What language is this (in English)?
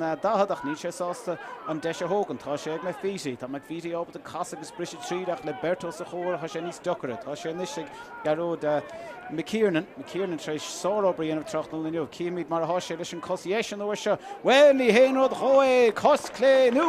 Irish